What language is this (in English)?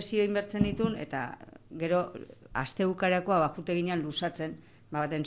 Basque